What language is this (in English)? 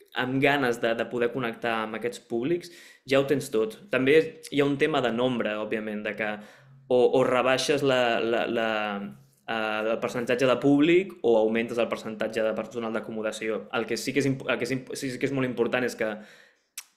Catalan